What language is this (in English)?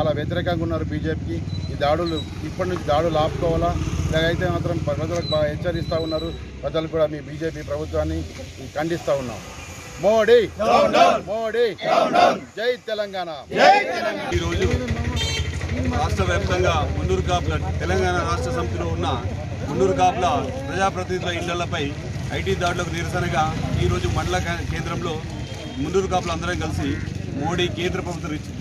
Telugu